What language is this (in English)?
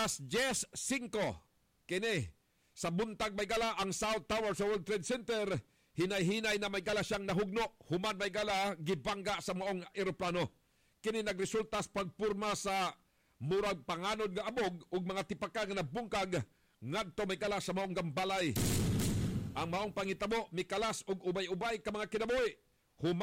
Cebuano